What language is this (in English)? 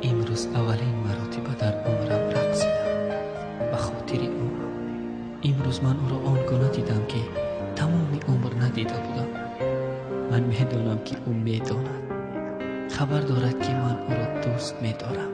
Tajik